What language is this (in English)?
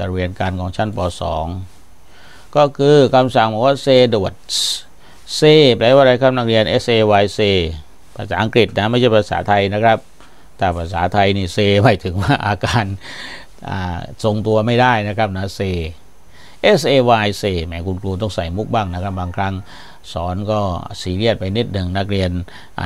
Thai